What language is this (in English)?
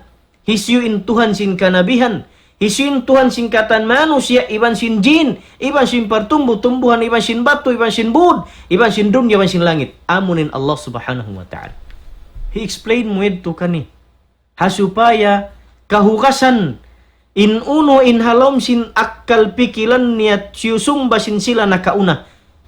Tausug